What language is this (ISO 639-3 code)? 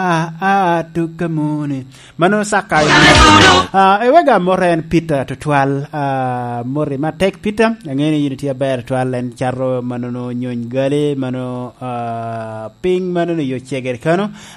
laj